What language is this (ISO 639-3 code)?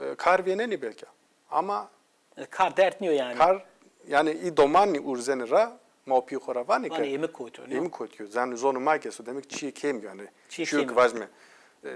zza